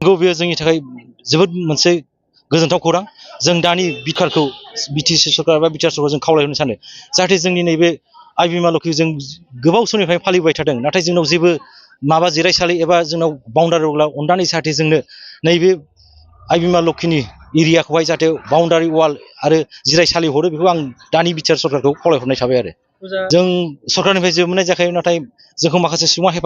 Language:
Bodo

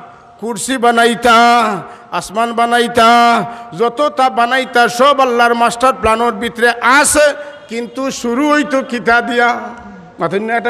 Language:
Sylheti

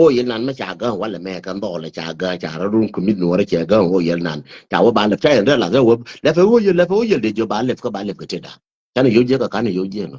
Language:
Nuer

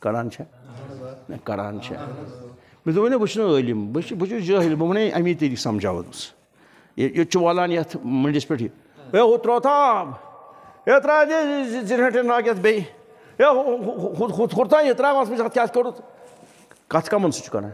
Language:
Kashmiri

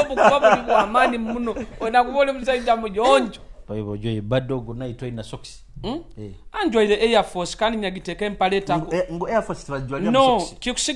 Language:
Nyoro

